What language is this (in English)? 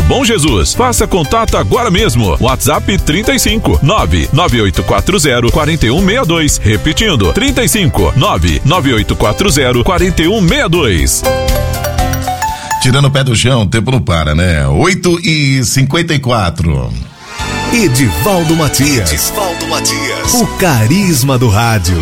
Portuguese